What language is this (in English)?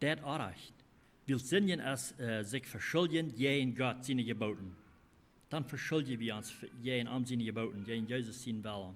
Plautdietsch